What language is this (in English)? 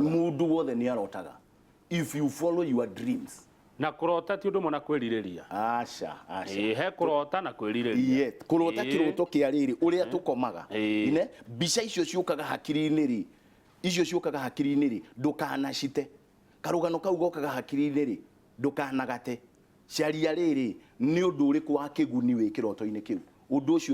Kikuyu